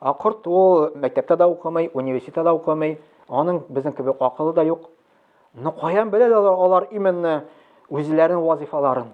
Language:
Tatar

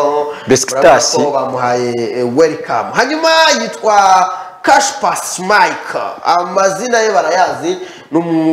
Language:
Kinyarwanda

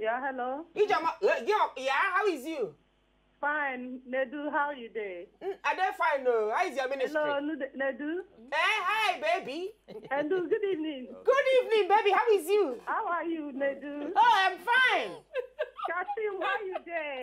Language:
Nigerian Pidgin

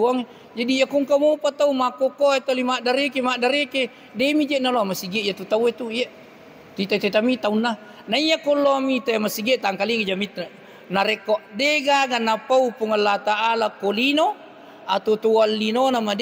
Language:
Buginese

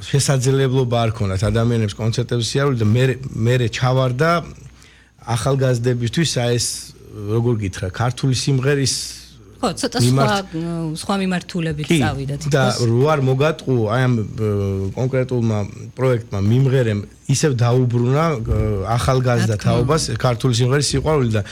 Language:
Georgian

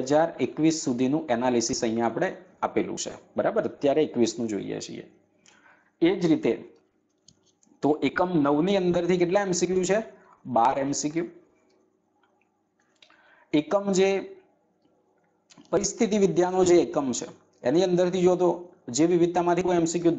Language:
Gujarati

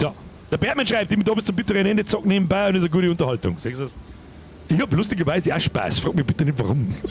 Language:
Bavarian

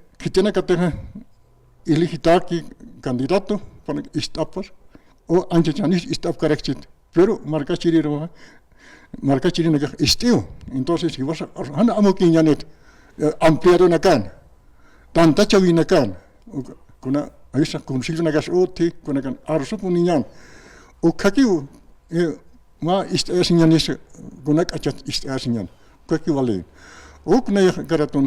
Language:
Aymara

